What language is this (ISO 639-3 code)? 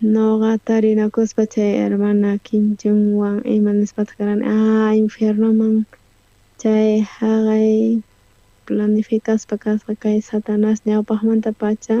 quh